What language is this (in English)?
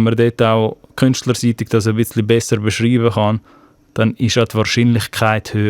Swiss German